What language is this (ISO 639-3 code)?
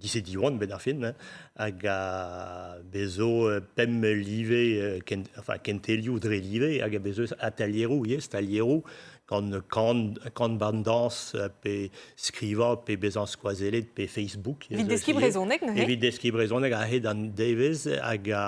bre